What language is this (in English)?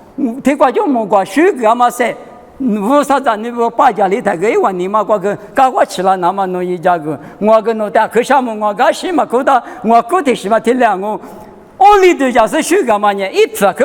Lisu